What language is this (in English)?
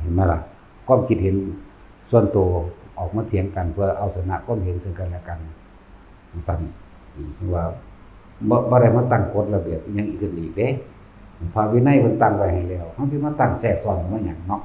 Lao